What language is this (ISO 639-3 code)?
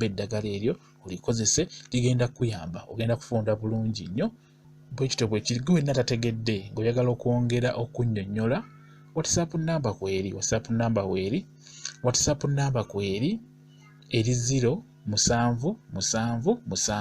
lug